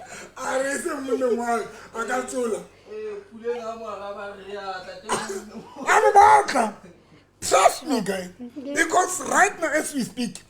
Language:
Southern Sotho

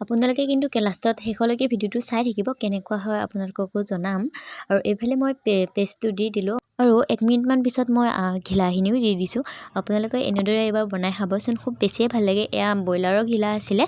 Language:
Assamese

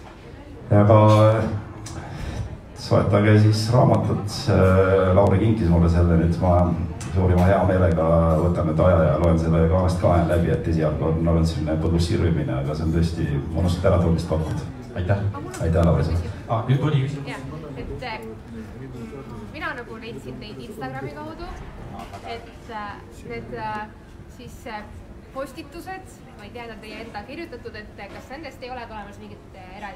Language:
Estonian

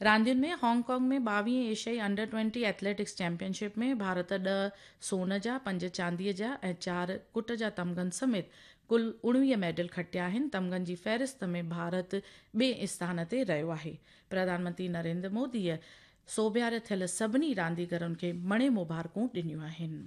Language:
Sindhi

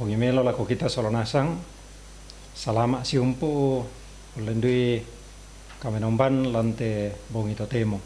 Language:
Toraja-Sa'dan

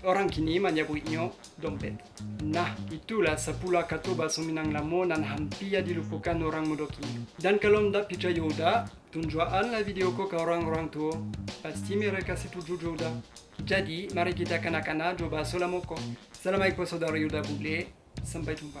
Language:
Minangkabau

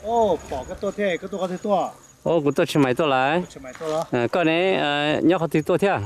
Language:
Hmong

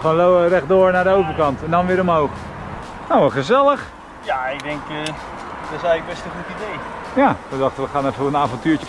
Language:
Dutch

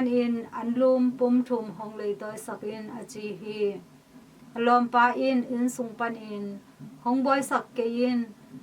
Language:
Tedim Chin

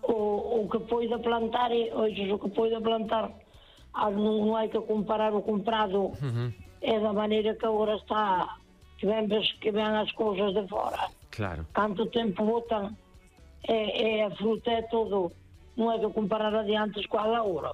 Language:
Galician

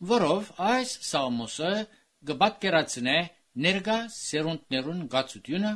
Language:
Armenian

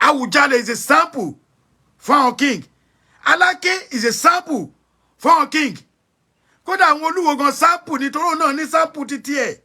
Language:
Yoruba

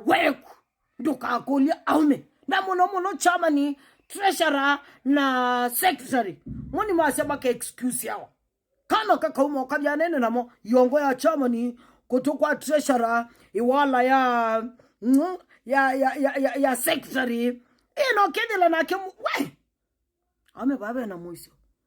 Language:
Kamba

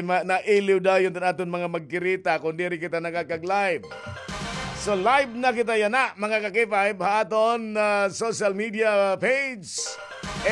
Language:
Waray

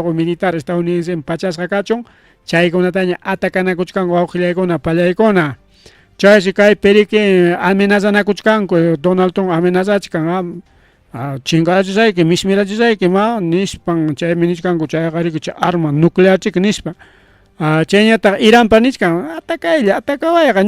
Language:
Ayacucho Quechua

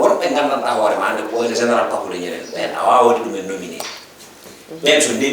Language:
Fula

